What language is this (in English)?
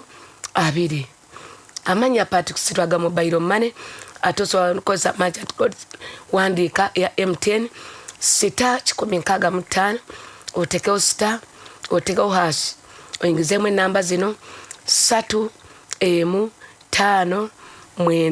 Ganda